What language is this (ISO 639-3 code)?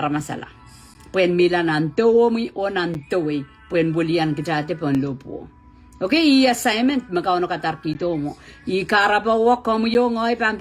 pon